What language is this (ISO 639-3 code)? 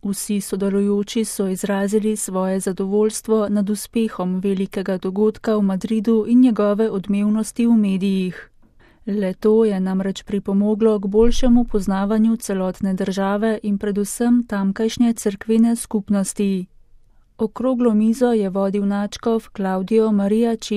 slv